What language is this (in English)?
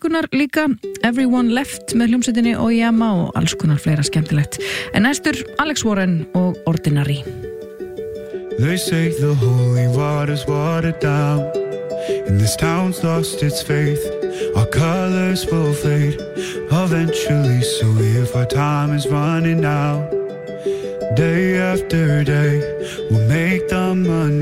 Icelandic